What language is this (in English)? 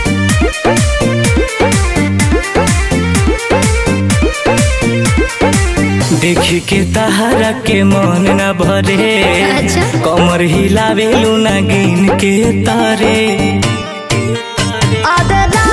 Bhojpuri